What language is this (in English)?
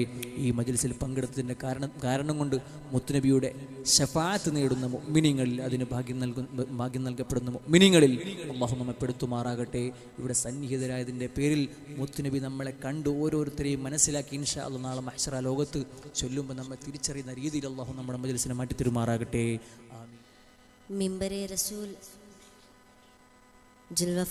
Malayalam